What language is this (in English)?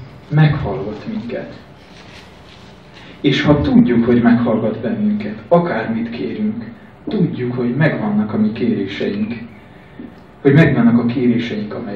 Hungarian